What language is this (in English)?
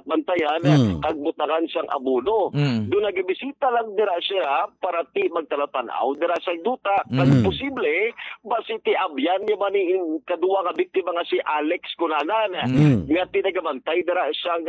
Hiligaynon